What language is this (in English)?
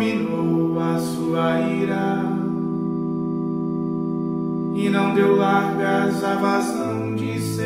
Portuguese